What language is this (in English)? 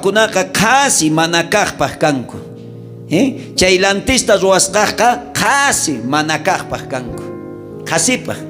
South Bolivian Quechua